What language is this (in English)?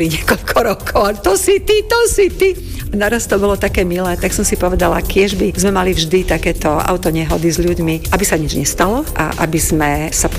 Slovak